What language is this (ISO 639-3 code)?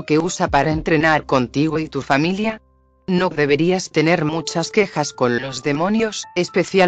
spa